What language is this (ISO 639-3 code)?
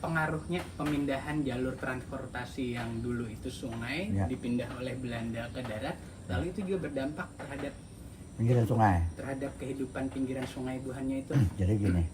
bjn